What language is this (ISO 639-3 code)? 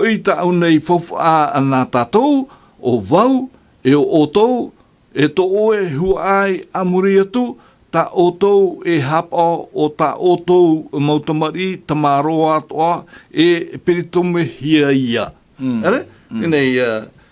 tah